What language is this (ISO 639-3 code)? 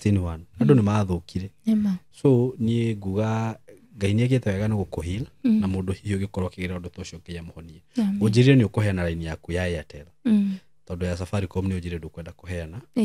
kik